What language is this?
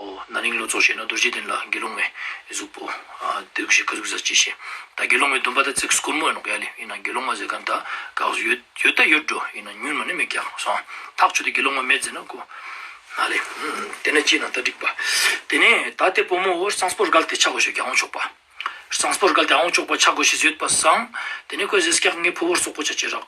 Ladakhi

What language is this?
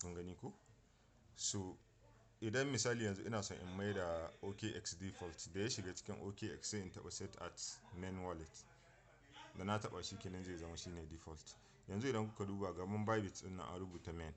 Hausa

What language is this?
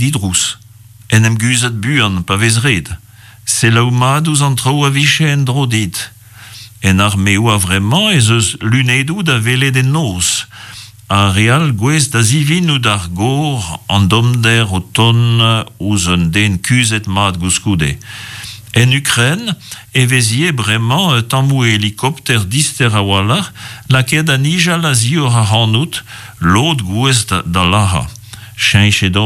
Breton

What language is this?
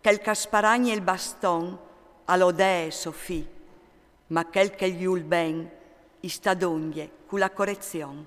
Friulian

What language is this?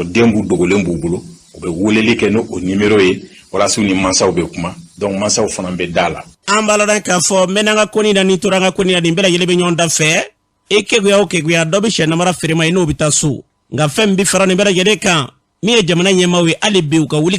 Bambara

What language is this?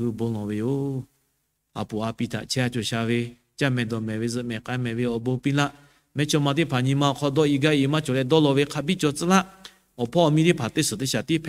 Lahu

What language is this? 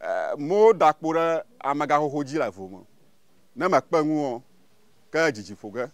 Ewe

